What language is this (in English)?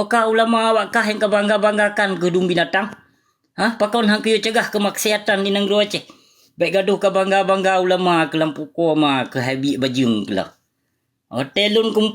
Achinese